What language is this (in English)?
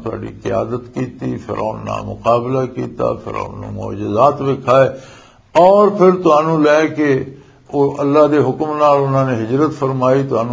Western Panjabi